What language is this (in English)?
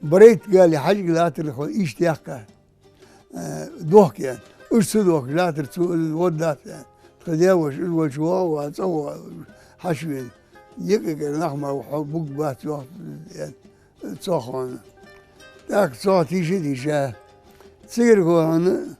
Ingush